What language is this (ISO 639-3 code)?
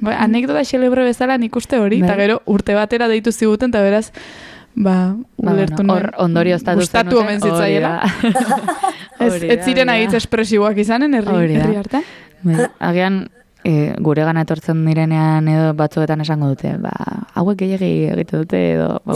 eus